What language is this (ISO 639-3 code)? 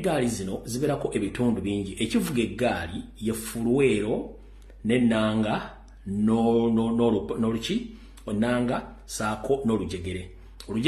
lug